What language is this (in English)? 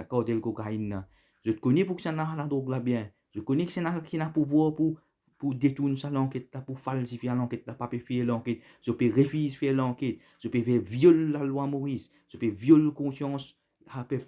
Morisyen